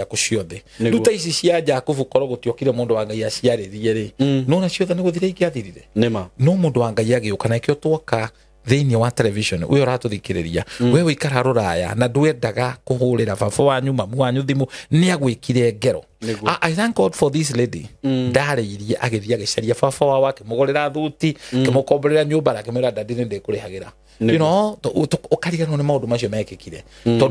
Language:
Kikuyu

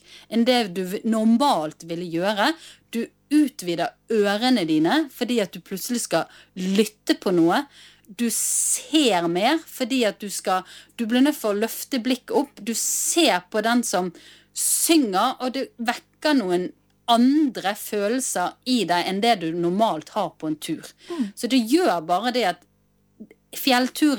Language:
Norwegian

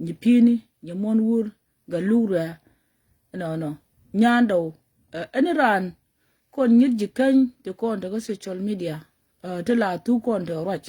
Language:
Nuer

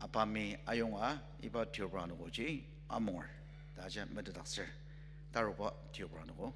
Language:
Ao Naga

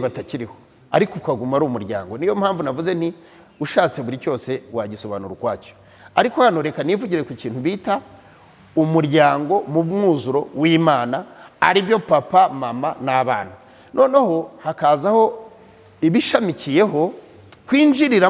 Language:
Kinyarwanda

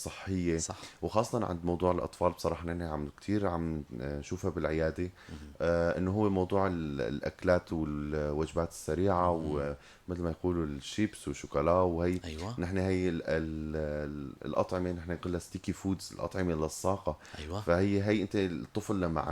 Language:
North Levantine Arabic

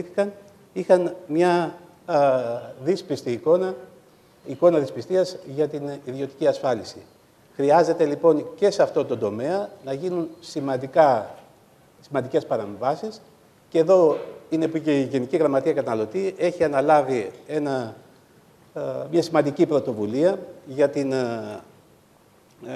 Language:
Greek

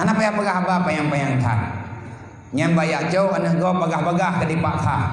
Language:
Achinese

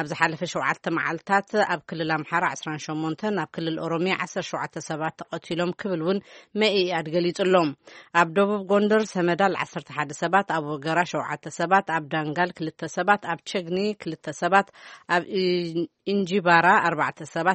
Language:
Tigrinya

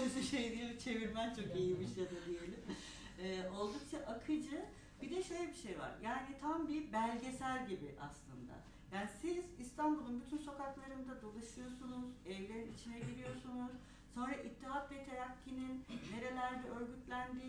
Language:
Turkish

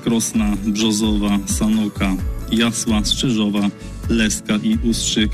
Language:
Polish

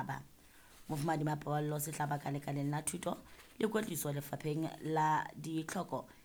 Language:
Southern Sotho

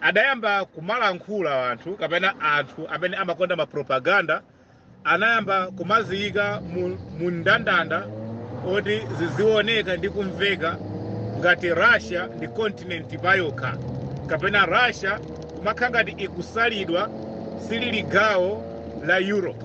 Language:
Nyanja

